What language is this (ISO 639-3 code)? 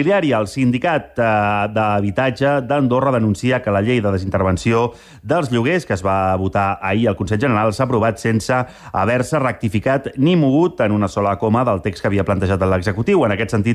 cat